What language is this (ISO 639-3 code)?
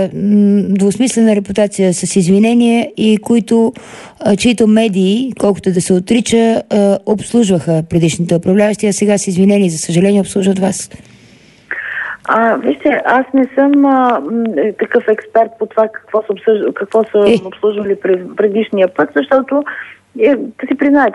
bul